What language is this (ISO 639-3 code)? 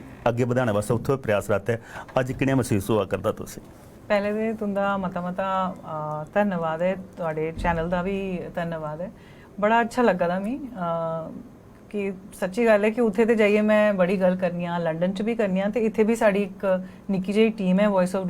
doi